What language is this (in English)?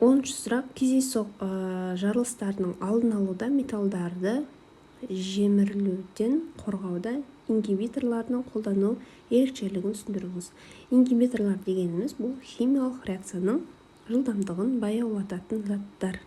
Kazakh